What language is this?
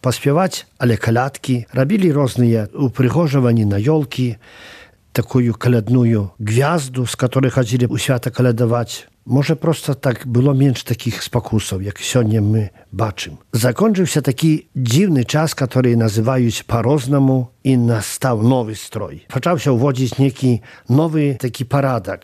Belarusian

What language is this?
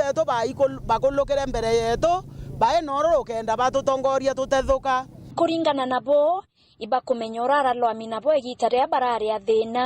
Meru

